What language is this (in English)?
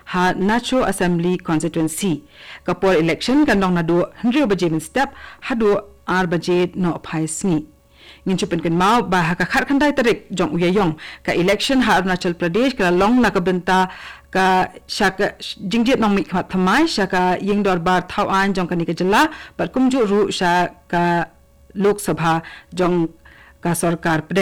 Khasi